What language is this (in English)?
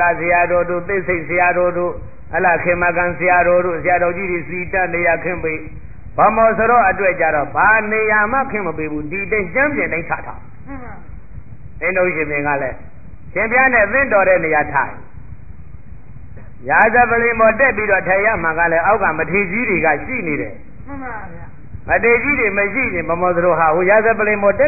Burmese